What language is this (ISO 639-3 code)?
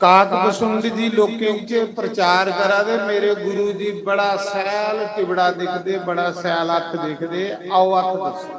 doi